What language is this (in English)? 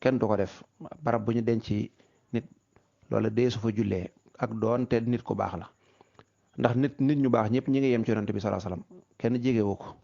Wolof